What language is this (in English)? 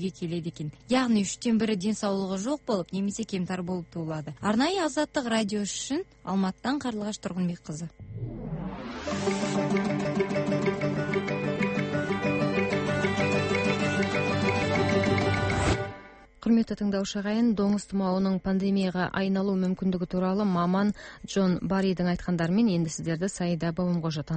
Kazakh